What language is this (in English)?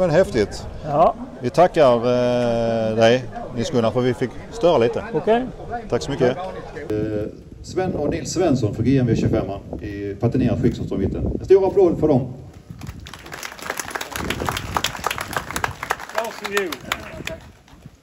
Swedish